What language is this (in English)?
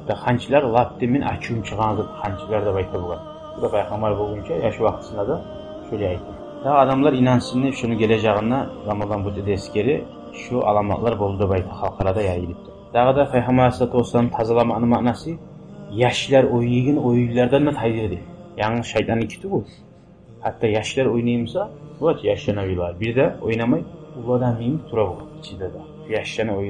Kumyk